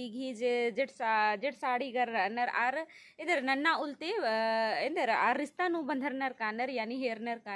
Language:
Kurukh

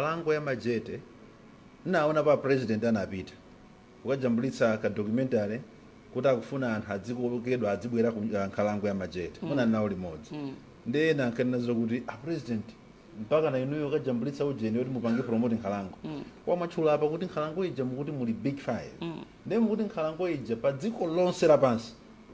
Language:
Nyanja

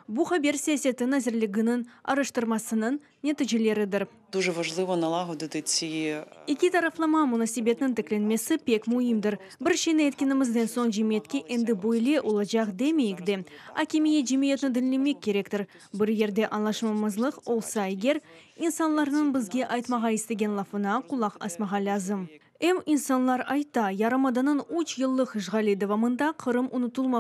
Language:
Crimean Tatar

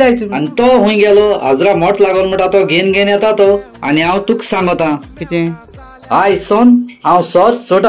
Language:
Konkani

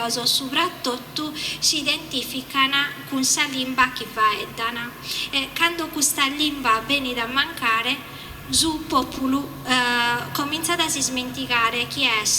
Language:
Sardinian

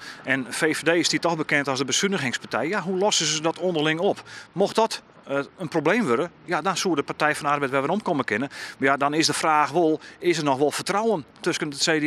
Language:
Western Frisian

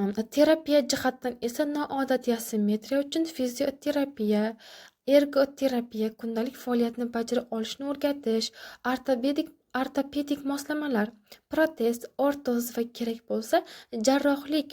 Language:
Uzbek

